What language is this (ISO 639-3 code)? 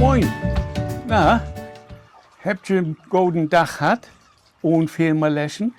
nds